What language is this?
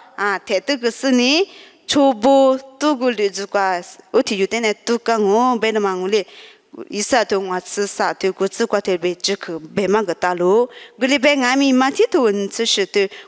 Lisu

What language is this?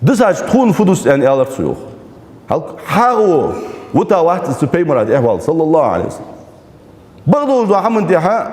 Ingush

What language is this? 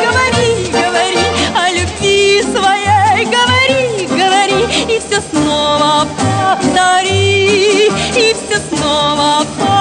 Russian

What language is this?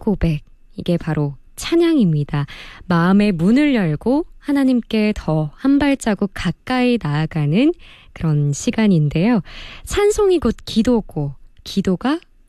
Korean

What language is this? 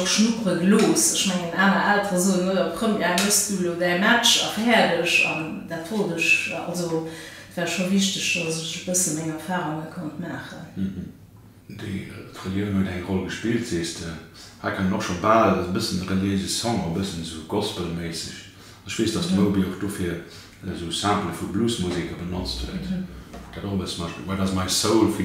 Luxembourgish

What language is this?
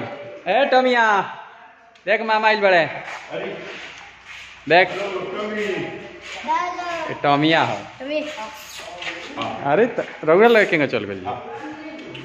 Bhojpuri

